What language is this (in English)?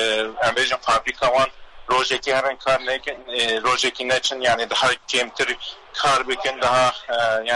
Kurdish